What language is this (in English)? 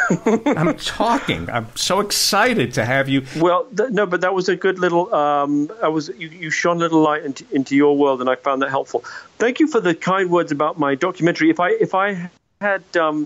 English